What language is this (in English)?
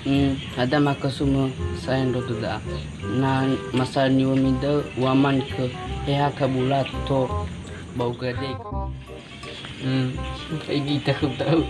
Nias